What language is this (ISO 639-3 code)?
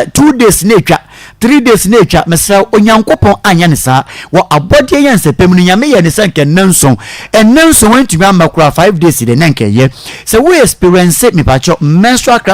aka